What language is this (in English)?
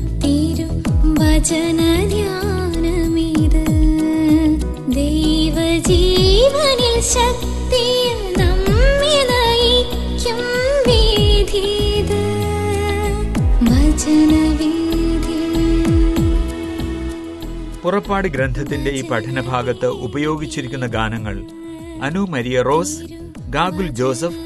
Malayalam